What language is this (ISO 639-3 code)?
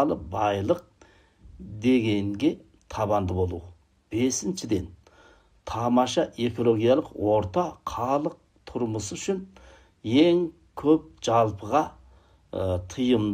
kaz